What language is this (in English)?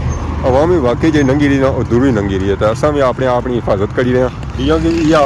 Pahari-Potwari